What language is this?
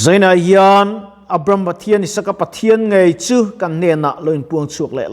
Mizo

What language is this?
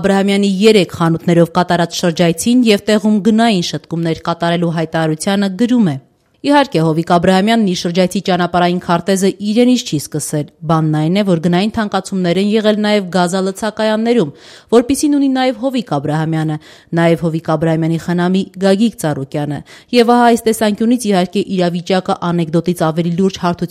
Armenian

